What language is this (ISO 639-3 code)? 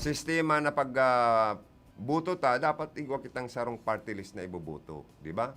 bik